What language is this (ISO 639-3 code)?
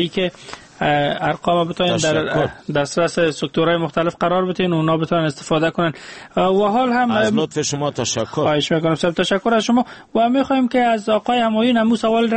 fas